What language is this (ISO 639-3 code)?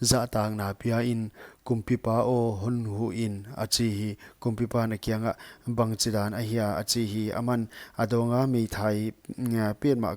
pck